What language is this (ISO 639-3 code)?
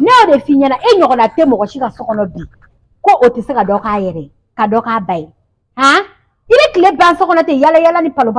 bam